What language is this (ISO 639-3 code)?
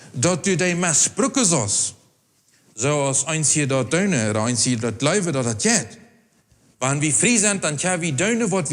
pdt